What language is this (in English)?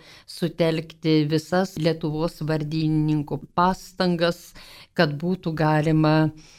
Lithuanian